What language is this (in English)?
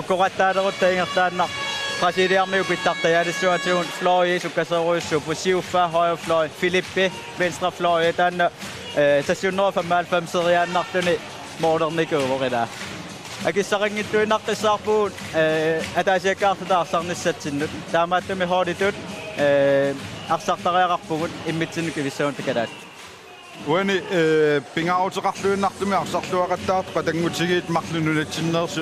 Kalaallisut